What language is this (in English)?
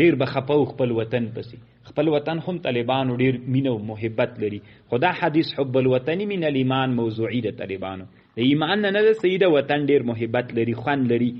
Pashto